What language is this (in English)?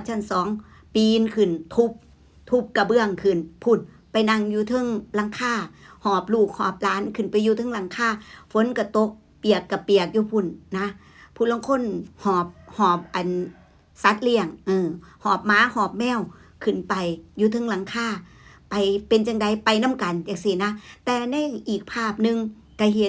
Northeastern Thai